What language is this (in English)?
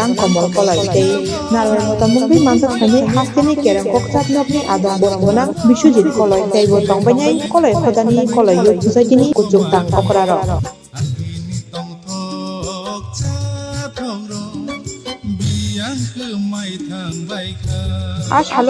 Kok Borok